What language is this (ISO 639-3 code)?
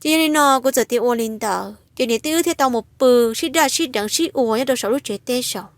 hmn